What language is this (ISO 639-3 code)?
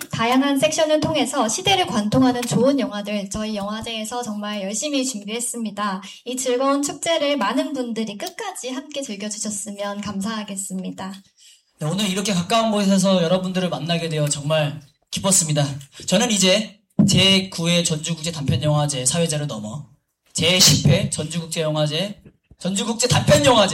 kor